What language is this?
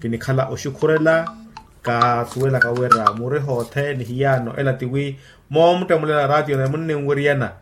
Makhuwa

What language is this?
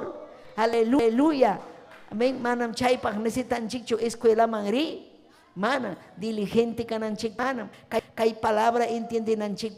Ayacucho Quechua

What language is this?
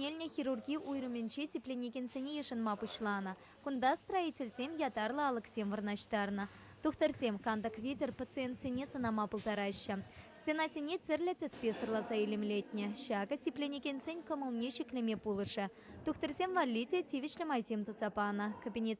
Chuvash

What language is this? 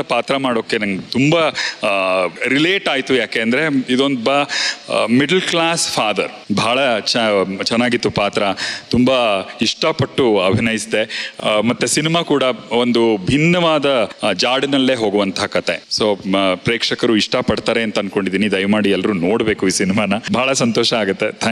Kannada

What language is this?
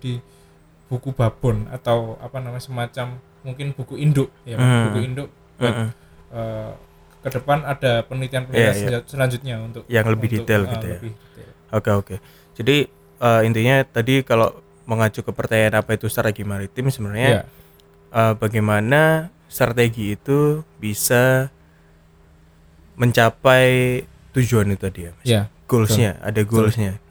Indonesian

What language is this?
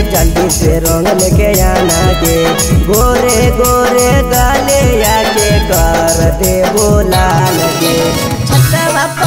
Magahi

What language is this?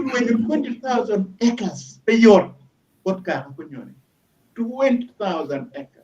Acoli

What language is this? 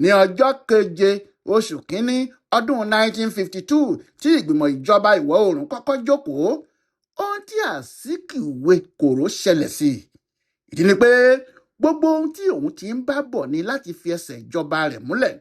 Yoruba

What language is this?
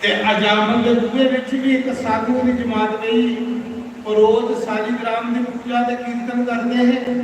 Dogri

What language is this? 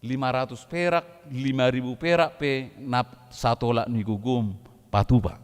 Batak Toba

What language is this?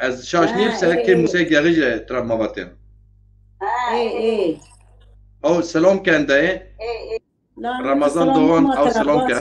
Zaza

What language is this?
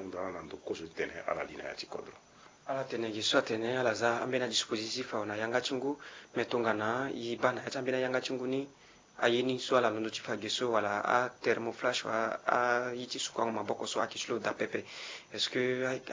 Sango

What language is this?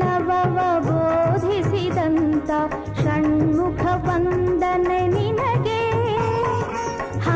Kannada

